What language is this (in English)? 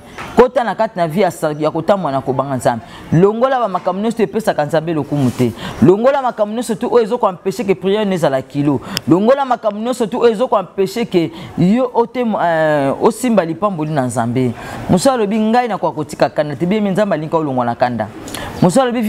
Lingala